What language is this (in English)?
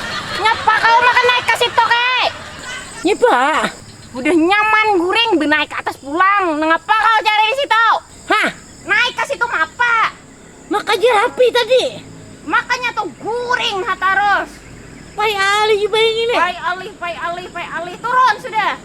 Banjar